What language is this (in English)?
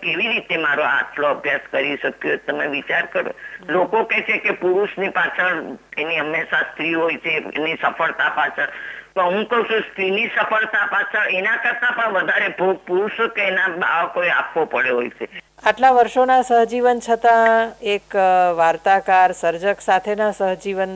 Gujarati